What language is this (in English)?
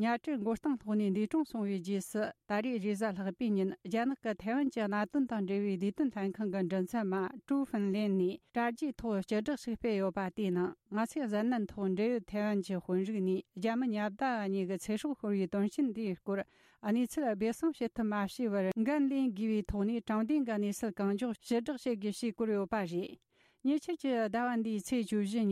Tibetan